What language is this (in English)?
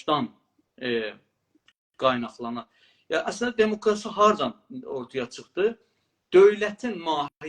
South Azerbaijani